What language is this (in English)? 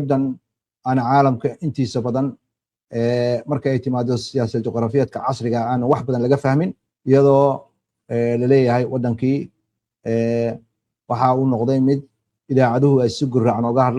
Somali